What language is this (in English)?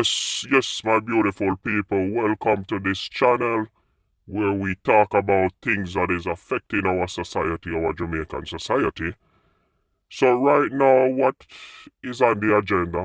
Jamaican Creole English